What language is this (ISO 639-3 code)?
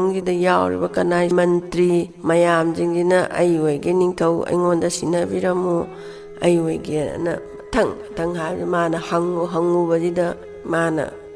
mni